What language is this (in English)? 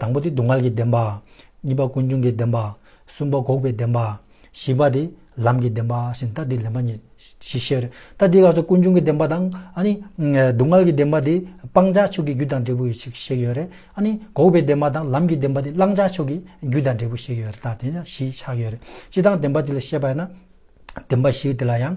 Tibetan